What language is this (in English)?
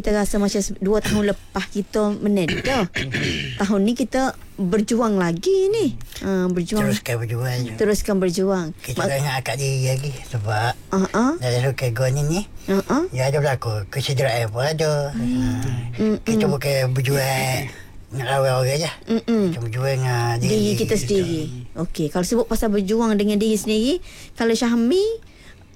Malay